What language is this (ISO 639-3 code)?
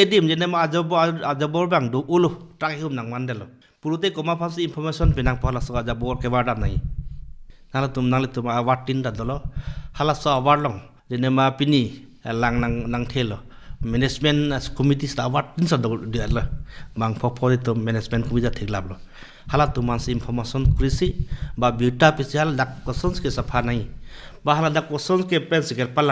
mjw